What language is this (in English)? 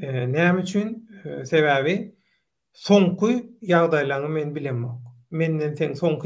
Turkmen